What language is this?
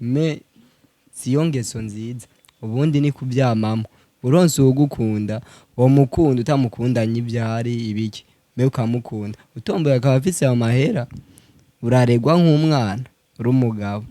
Rundi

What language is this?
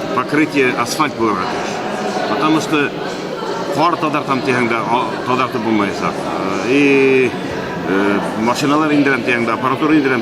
Bashkir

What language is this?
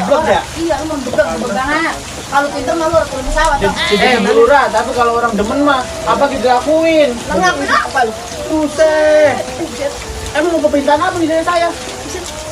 Betawi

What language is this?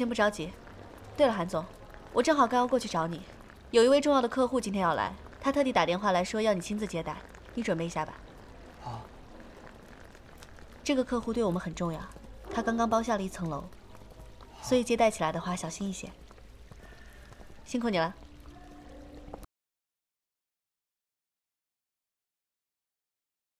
Chinese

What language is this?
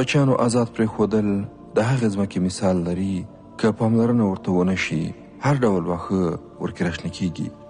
Pashto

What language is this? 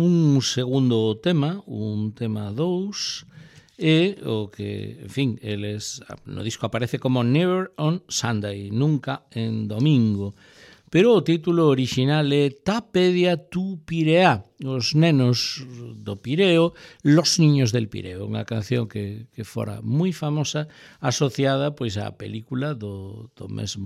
Galician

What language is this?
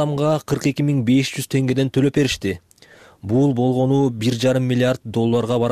Kyrgyz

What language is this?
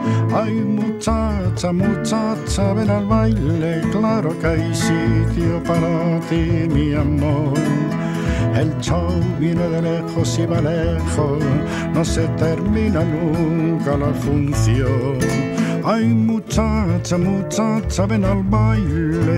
Spanish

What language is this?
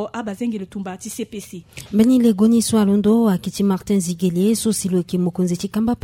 Sango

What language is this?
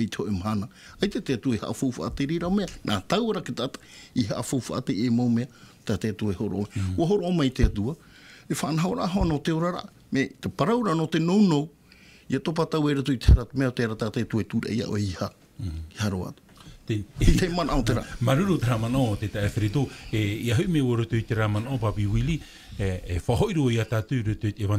Tahitian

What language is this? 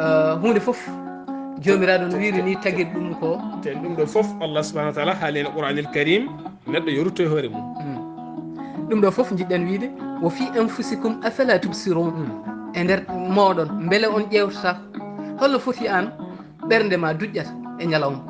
Fula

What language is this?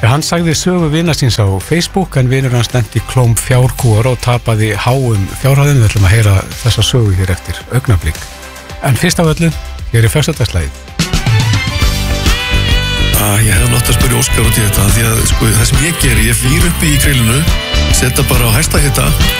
Icelandic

